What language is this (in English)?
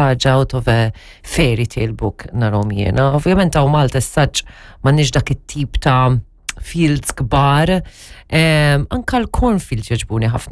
Maltese